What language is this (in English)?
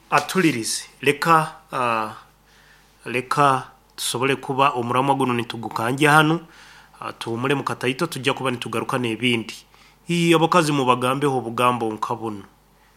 Nyoro